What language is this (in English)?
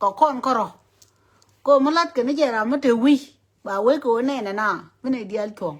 Nuer